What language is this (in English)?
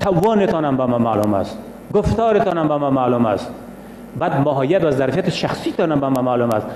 Persian